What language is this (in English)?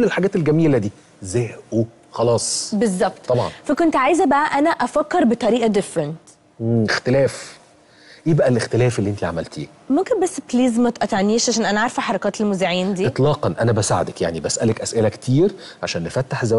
Egyptian Arabic